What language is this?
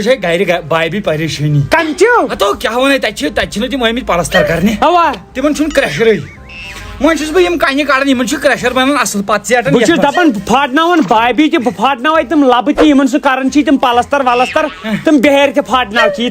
Kashmiri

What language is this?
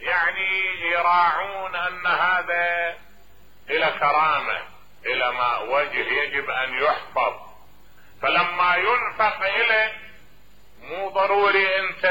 Mesopotamian Arabic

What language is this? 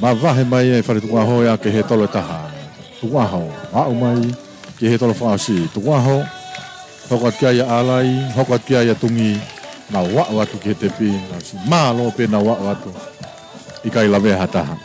Tongan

